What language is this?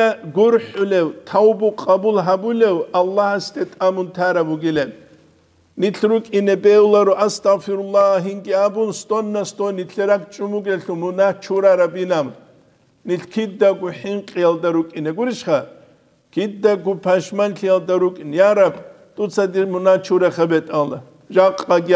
Avaric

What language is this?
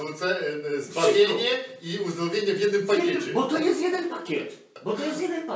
Polish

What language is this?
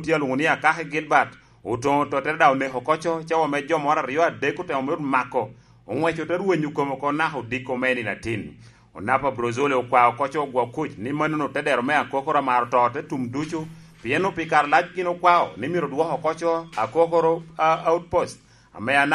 Lango (Uganda)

